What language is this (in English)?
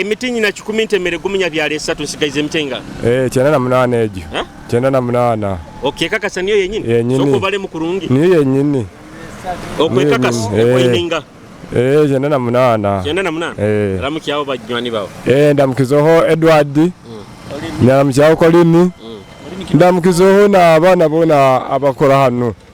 Nyoro